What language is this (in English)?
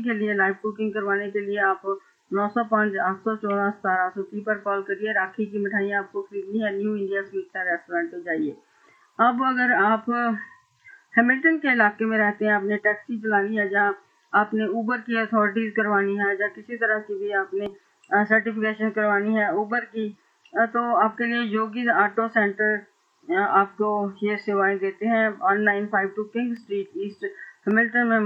Hindi